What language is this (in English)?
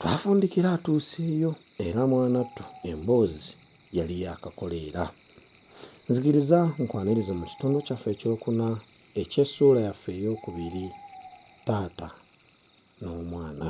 Ganda